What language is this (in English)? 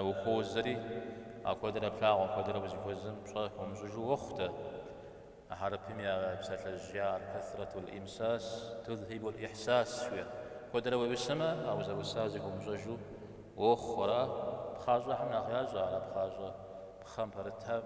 Kabardian